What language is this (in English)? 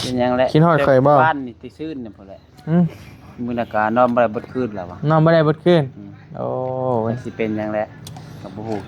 Northeastern Thai